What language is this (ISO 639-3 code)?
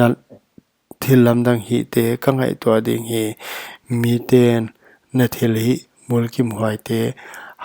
pck